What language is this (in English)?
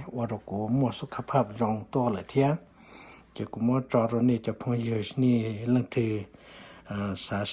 Lahu